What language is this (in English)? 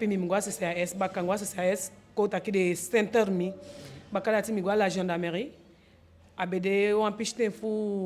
Eastern Maroon Creole